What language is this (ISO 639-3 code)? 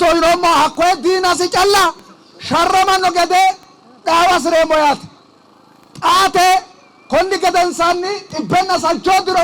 sid